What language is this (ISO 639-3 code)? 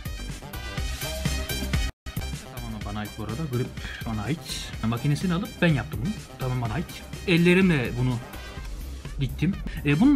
tur